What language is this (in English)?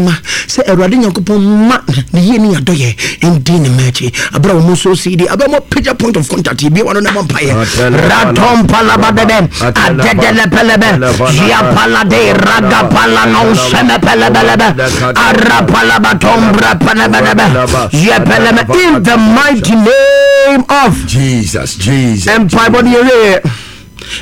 Akan